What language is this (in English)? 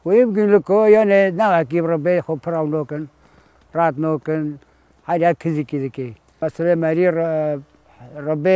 Kurdish